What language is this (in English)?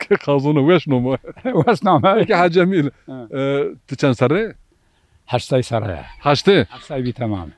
Zaza